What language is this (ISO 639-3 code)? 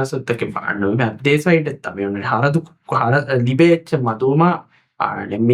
div